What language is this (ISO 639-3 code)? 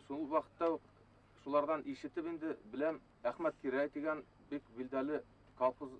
bak